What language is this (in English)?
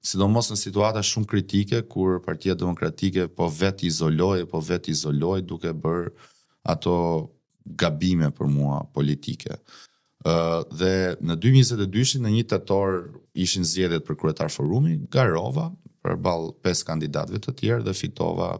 Albanian